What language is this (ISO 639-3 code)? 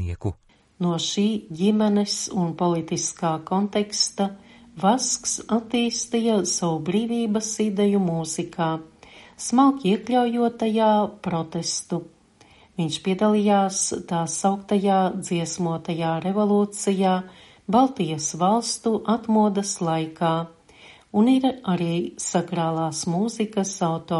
lav